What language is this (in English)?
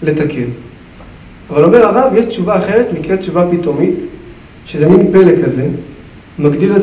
Hebrew